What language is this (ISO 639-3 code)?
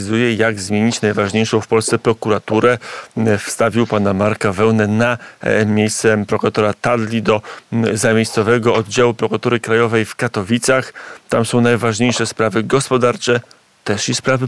pol